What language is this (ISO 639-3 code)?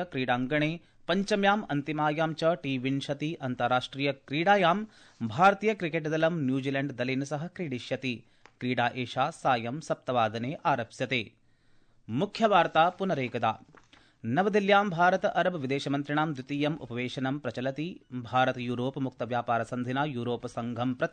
san